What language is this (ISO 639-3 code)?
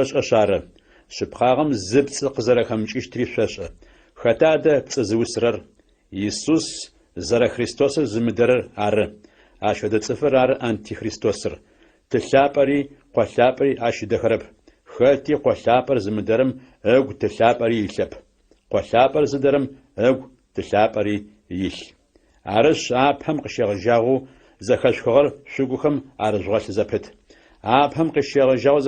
ady